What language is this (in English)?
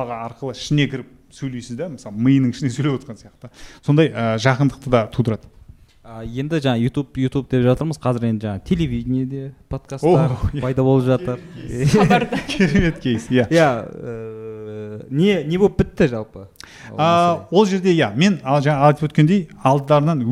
Kazakh